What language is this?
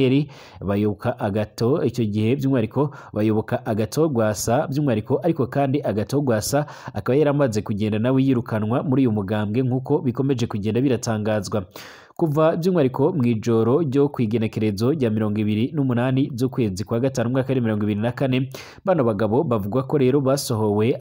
Rundi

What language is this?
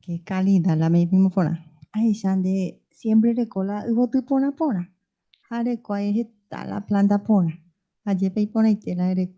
Guarani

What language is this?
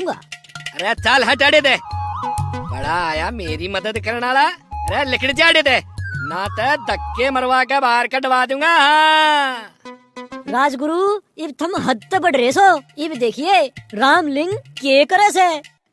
Haryanvi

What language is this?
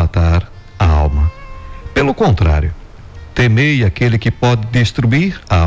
Portuguese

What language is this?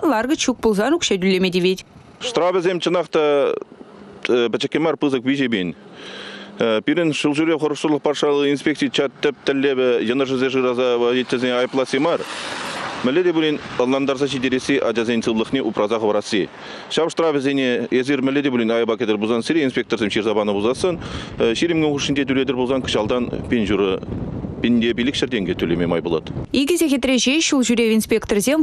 Chuvash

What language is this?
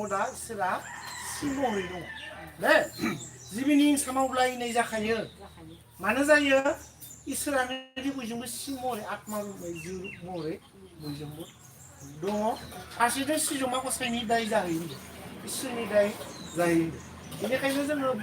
Bodo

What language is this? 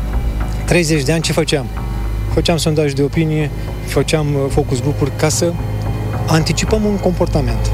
Romanian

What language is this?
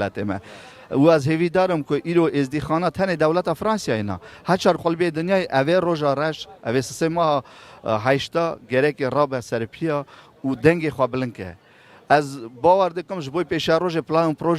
Kurdish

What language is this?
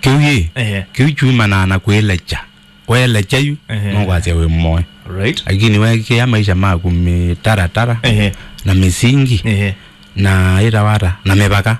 Kamba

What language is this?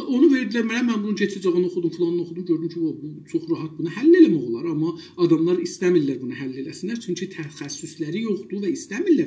South Azerbaijani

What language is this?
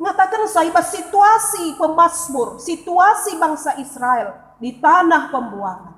Batak Karo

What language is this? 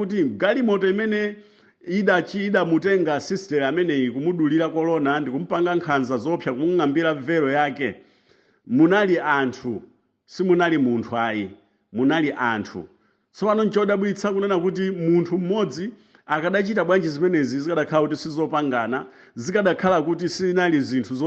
Nyanja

